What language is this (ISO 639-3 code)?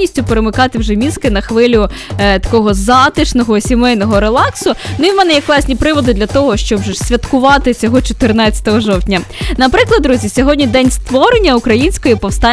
ukr